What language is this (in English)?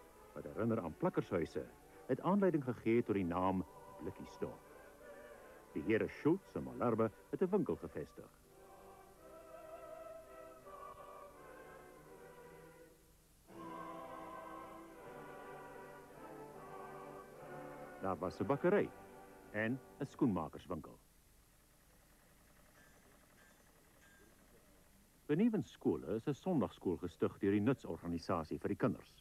Afrikaans